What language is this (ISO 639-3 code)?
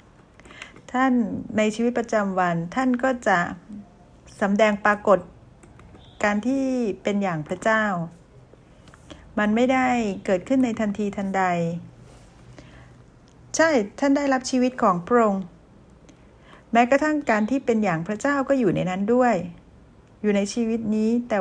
tha